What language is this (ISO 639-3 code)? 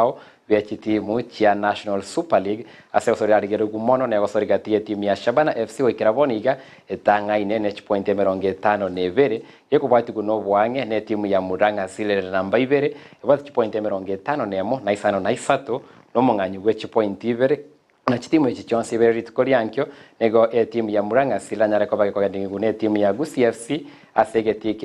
guz